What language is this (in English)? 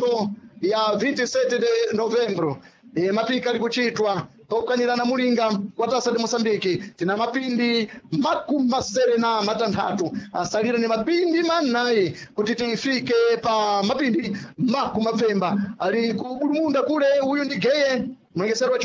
Sena